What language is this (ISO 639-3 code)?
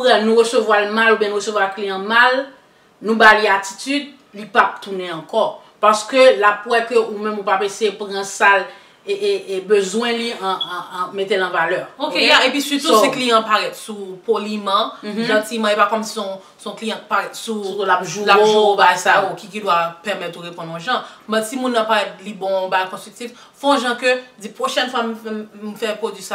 hat